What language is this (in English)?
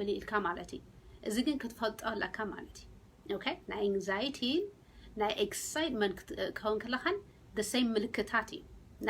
Tigrinya